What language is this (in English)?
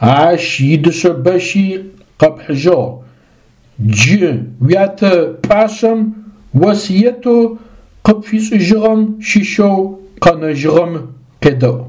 Adyghe